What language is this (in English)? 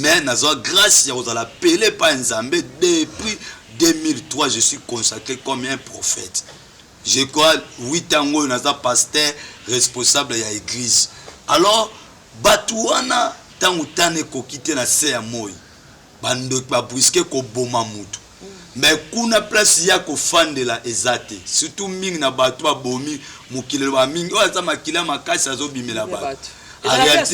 Lingala